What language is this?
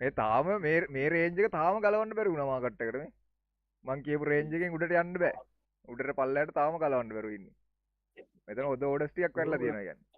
Sinhala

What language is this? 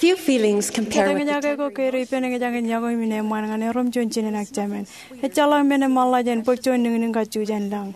Marshallese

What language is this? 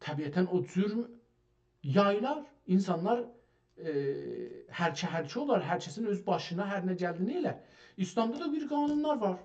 South Azerbaijani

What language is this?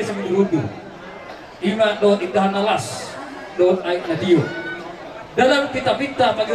Batak Toba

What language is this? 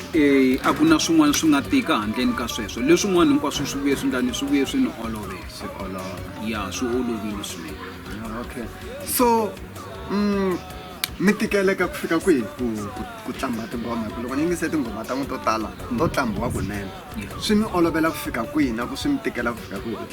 Tsonga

